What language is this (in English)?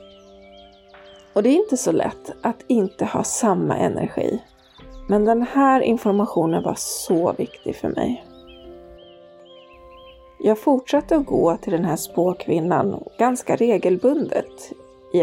Swedish